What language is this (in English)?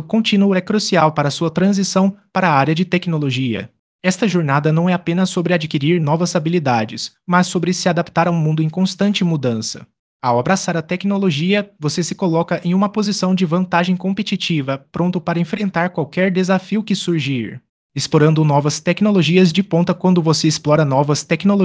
Portuguese